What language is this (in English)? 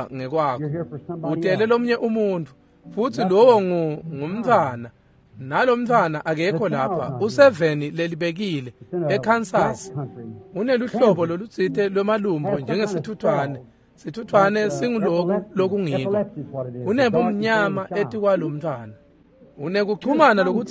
Swati